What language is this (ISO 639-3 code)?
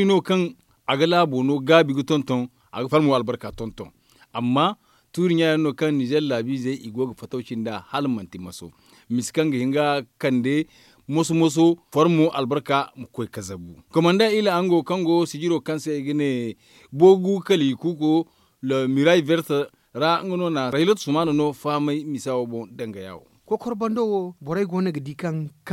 dje